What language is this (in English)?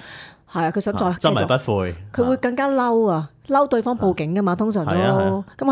Cantonese